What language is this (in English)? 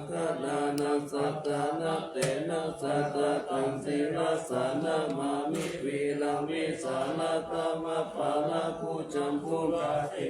Pali